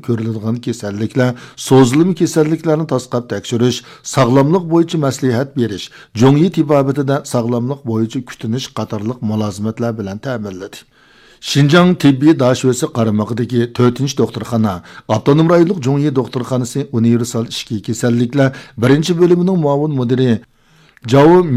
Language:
Uyghur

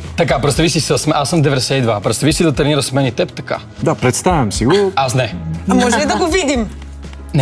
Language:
Bulgarian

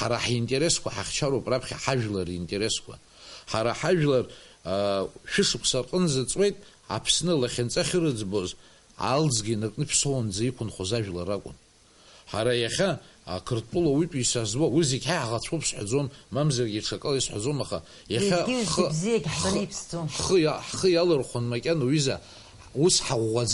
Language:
Abkhazian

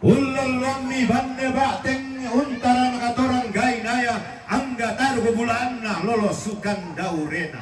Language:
Toraja-Sa'dan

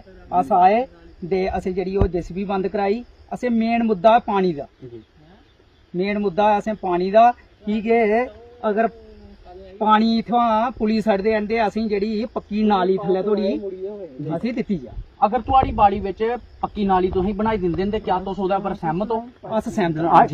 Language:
Dogri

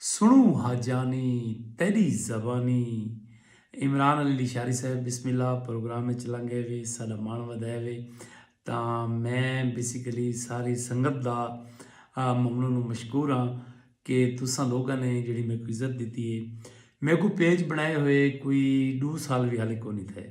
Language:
Saraiki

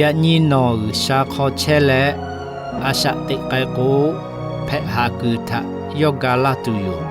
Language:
Lahu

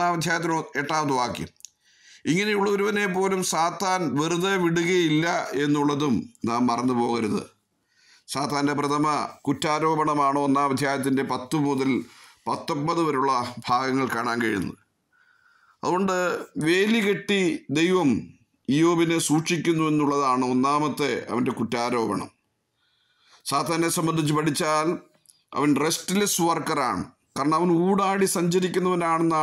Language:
Malayalam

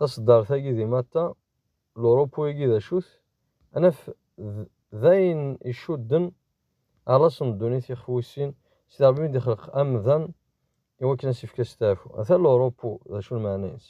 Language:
Kabyle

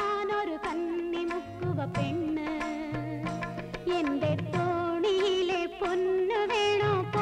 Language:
Malayalam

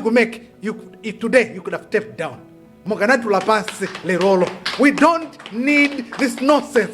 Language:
Nyanja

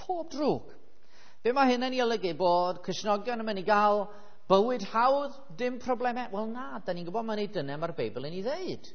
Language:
Welsh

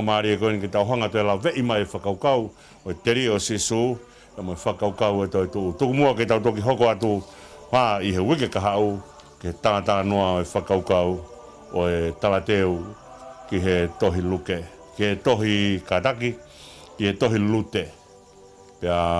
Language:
Tongan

